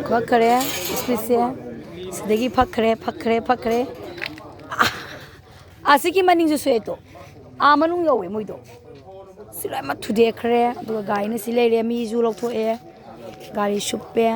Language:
Manipuri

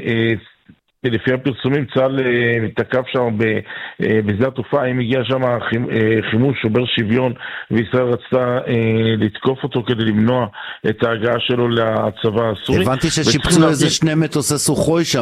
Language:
Hebrew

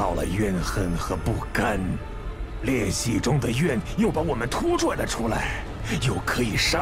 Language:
Chinese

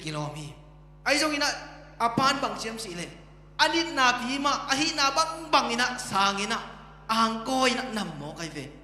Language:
Tedim Chin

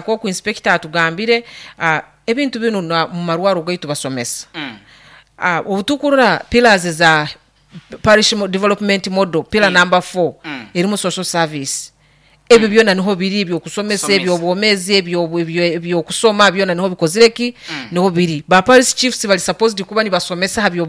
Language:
Nyoro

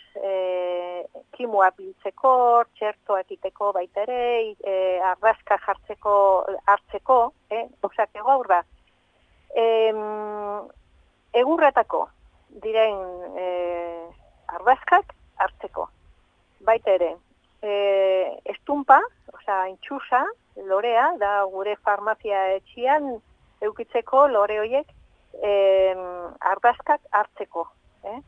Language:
Basque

